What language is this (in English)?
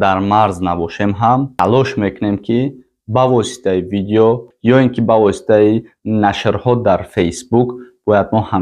Tajik